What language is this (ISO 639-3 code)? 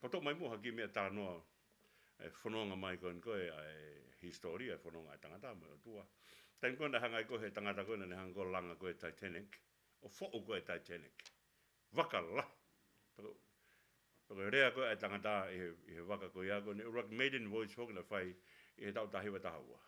ton